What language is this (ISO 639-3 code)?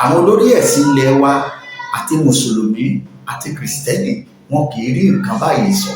yor